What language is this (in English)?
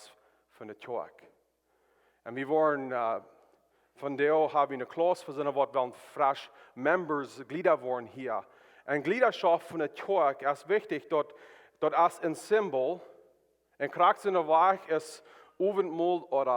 Plautdietsch